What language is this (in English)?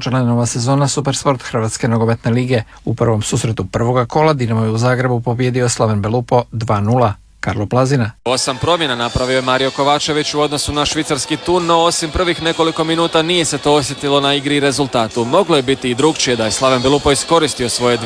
Croatian